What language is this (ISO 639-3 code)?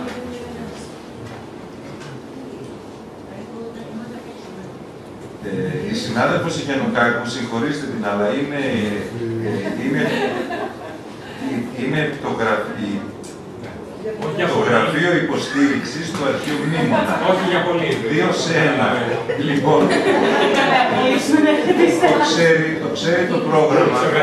ell